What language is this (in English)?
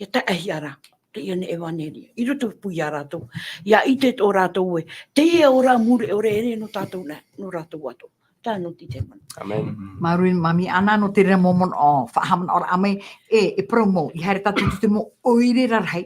Tahitian